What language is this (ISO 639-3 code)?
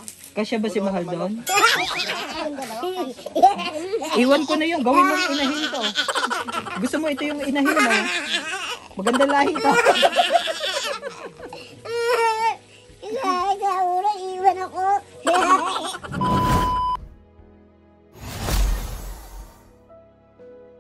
fil